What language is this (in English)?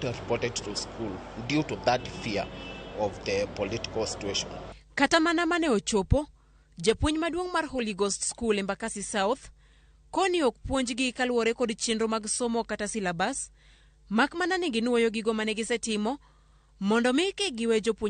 Luo (Kenya and Tanzania)